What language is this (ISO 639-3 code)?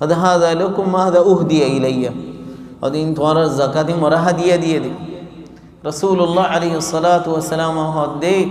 rhg